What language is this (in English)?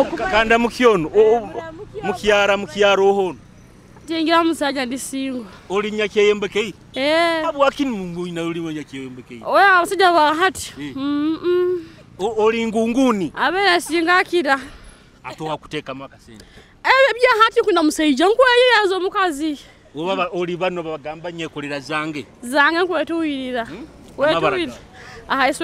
Nyoro